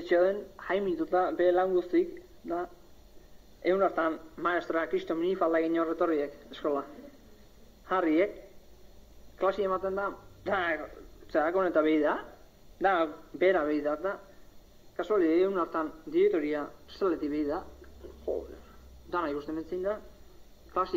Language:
Basque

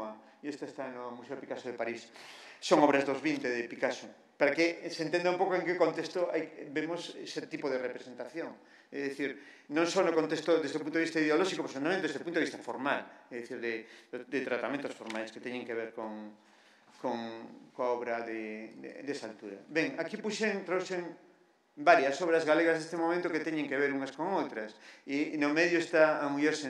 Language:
Galician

